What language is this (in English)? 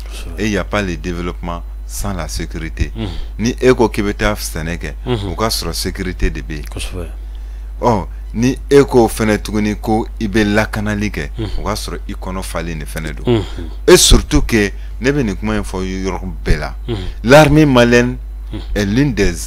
Bambara